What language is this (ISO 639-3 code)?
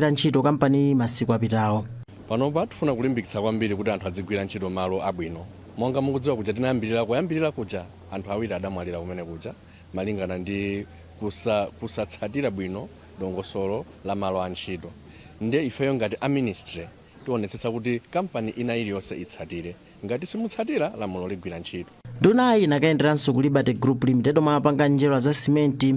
nya